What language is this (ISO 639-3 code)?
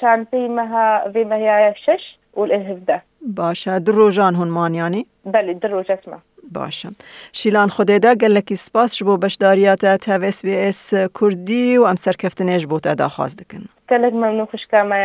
kur